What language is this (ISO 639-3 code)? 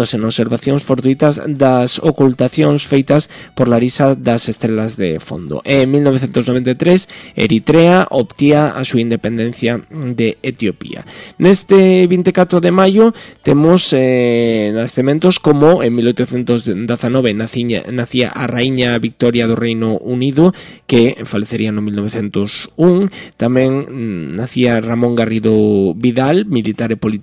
glg